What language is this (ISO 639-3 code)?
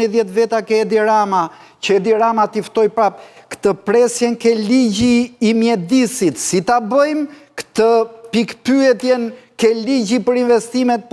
sqi